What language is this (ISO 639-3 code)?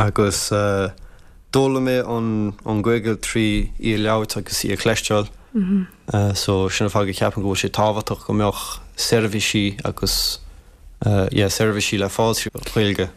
gle